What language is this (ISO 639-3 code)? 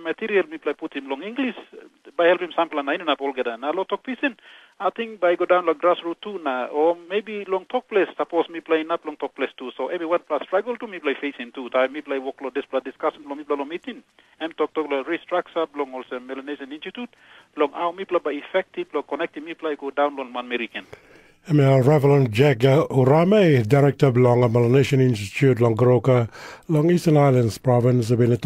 tpi